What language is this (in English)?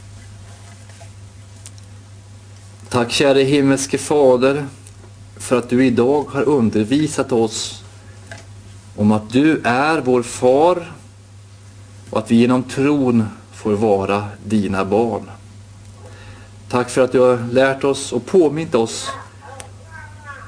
Swedish